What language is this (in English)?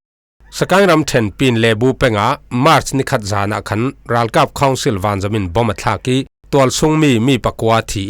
Falam Chin